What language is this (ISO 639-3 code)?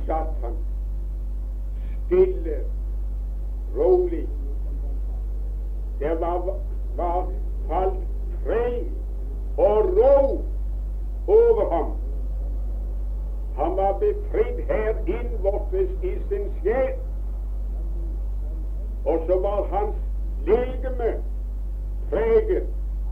nor